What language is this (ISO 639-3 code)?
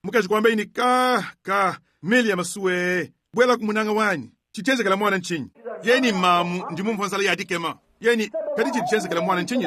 lua